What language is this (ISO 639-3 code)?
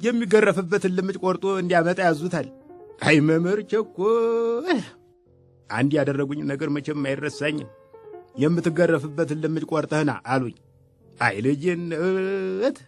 amh